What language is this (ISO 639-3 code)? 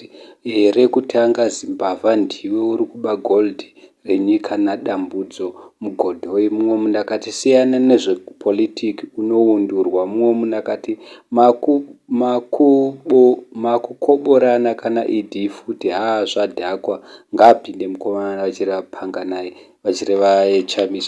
sna